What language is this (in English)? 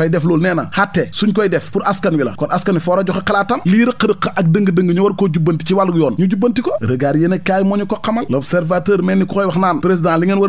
Wolof